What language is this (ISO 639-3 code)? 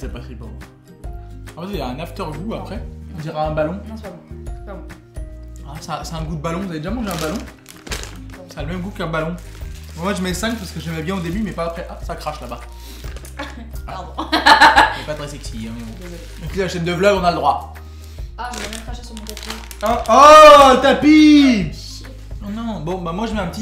fra